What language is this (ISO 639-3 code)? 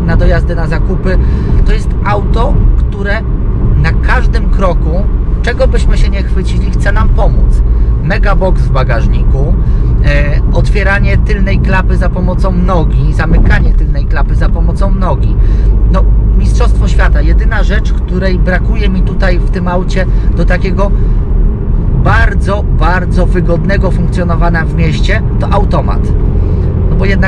pol